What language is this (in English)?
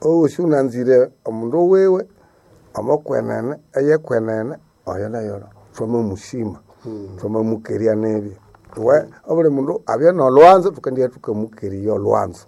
Nande